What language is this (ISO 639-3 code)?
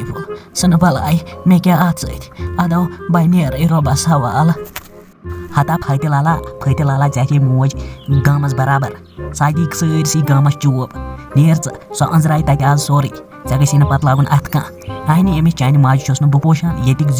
kas